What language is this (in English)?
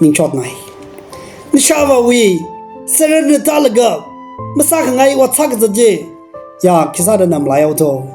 Tangkhul Naga (India)